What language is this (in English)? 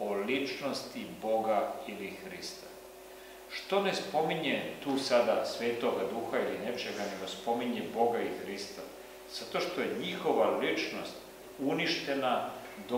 Serbian